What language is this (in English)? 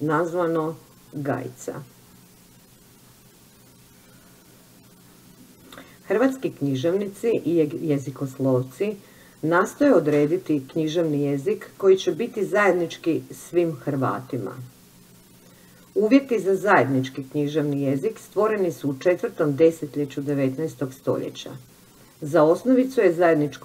Croatian